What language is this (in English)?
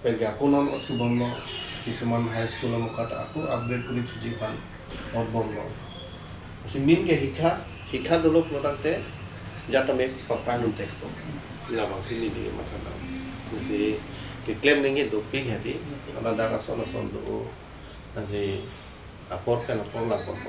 Karbi